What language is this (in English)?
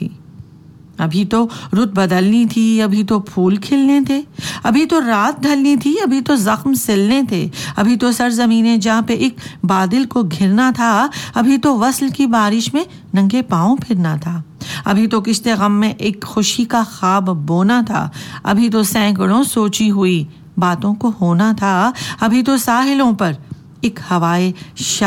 Urdu